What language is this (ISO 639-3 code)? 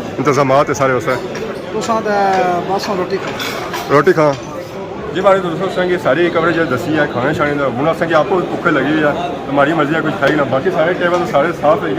phr